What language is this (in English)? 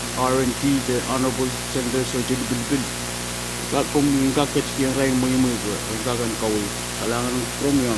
Pohnpeian